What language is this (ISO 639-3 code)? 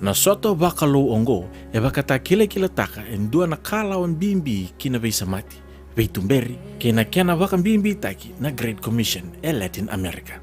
fij